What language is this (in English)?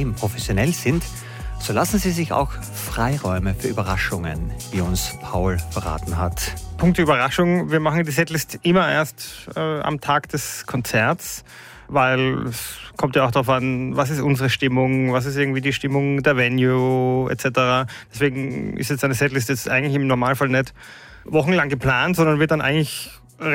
German